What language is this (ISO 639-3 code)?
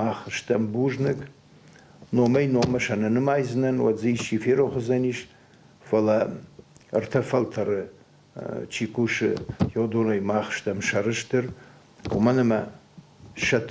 oss